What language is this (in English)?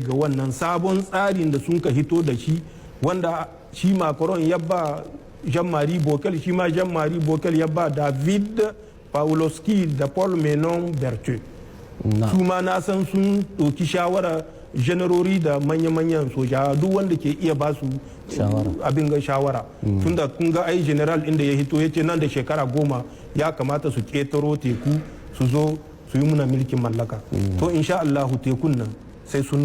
Hausa